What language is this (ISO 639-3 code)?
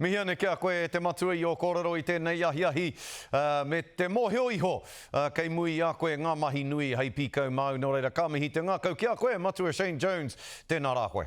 mri